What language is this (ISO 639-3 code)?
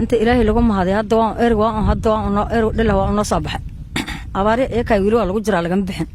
som